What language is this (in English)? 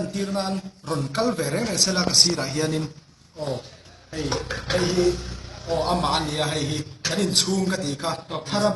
Mizo